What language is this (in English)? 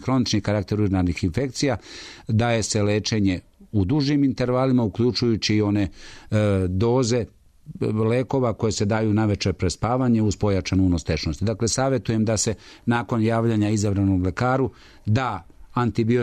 Serbian